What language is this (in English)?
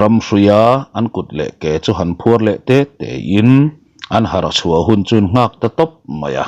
Mizo